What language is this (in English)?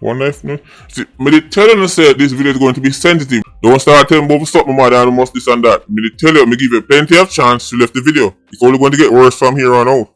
Jamaican Creole English